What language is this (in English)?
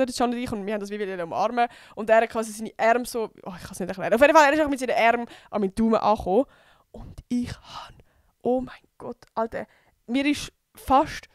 Swiss German